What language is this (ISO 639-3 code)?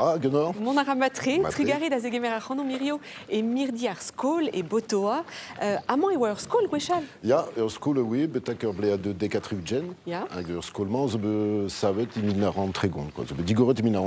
bre